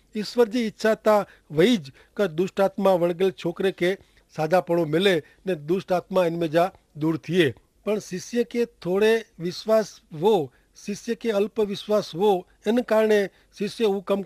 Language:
Kachhi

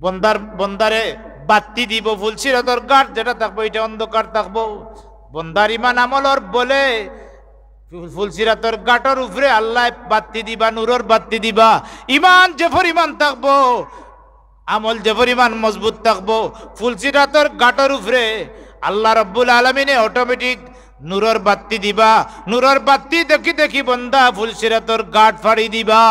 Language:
Sylheti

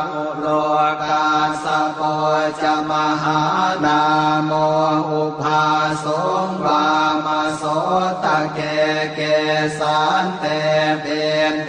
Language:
Pali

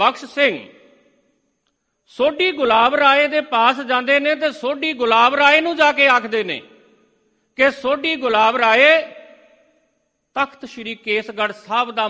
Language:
Punjabi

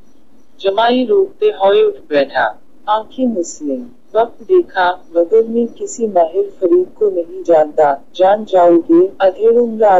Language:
Urdu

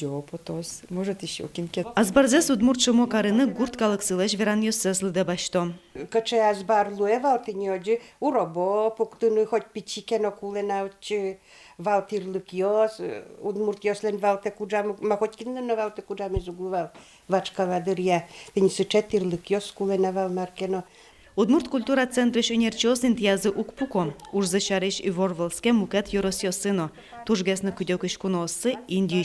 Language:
Udmurt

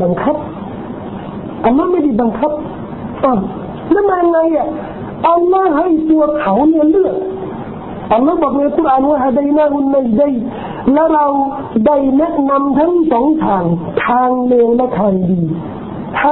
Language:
Thai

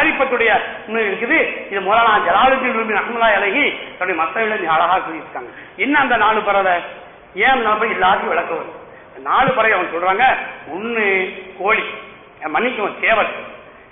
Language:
Tamil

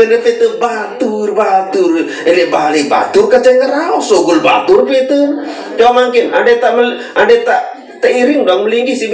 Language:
Sasak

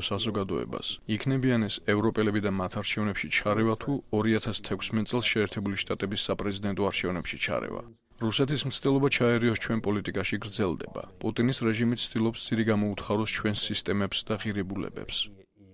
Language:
Georgian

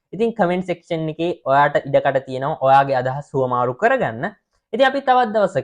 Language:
Sinhala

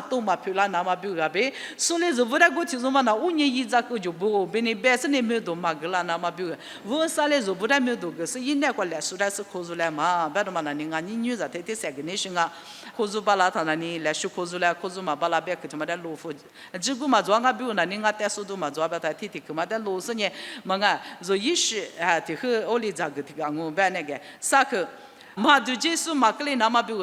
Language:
Lisu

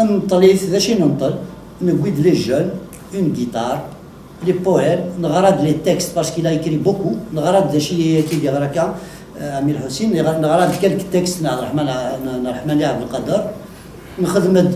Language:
Kabyle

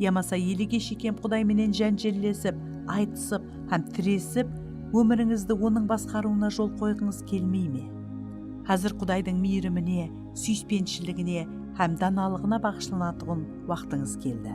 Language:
Kara-Kalpak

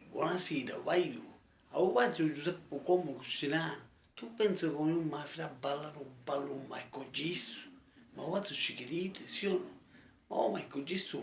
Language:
Sicilian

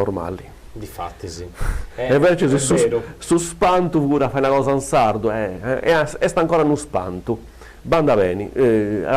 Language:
Sardinian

